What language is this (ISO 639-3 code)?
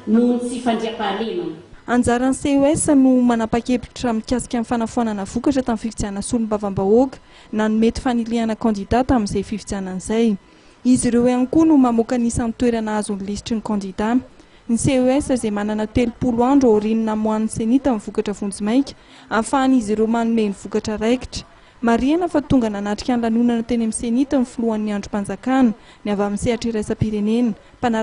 mlg